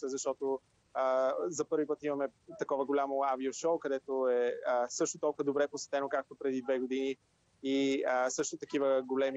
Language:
Bulgarian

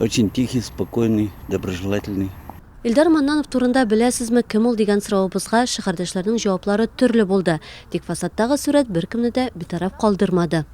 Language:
Tatar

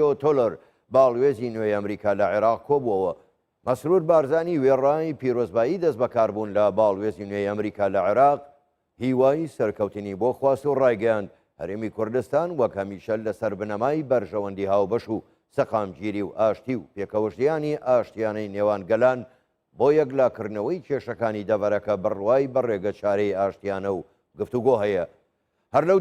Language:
Central Kurdish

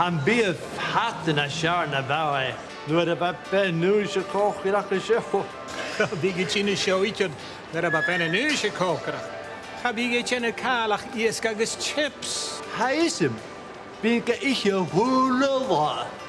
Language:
Scottish Gaelic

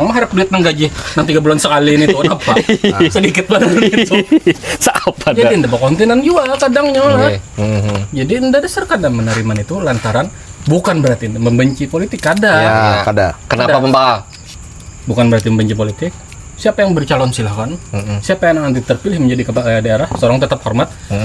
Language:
Banjar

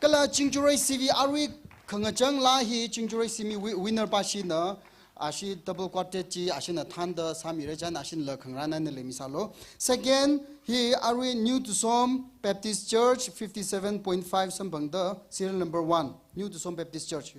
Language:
Tangkhul Naga (India)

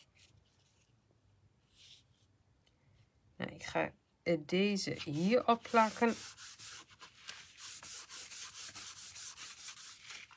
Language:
Dutch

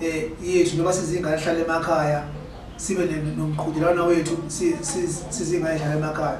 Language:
Zulu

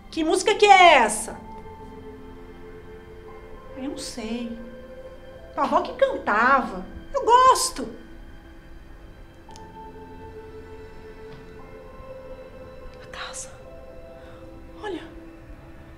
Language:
Portuguese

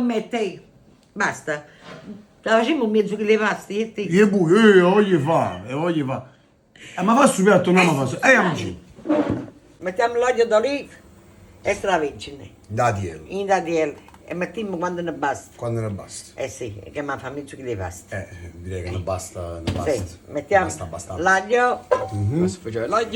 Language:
Neapolitan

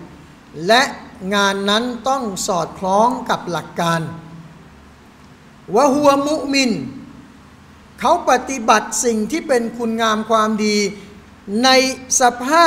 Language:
Thai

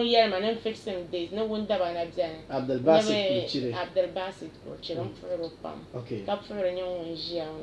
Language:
Dagbani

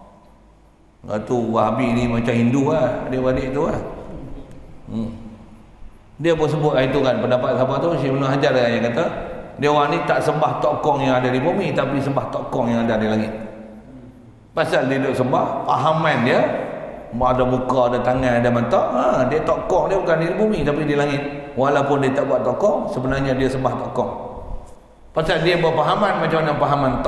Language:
Malay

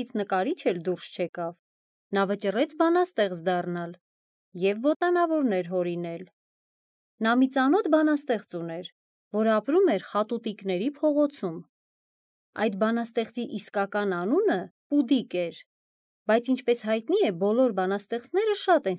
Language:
Armenian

